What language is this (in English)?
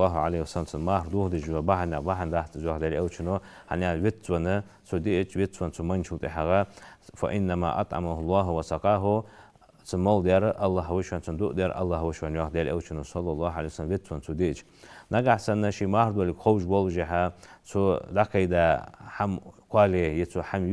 Ingush